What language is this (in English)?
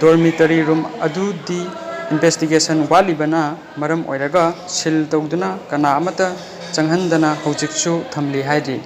Manipuri